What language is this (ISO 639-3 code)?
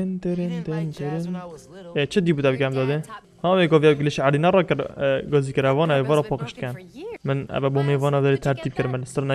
kur